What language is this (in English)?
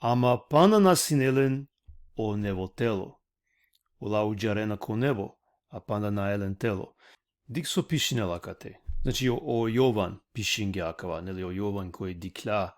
Balkan Romani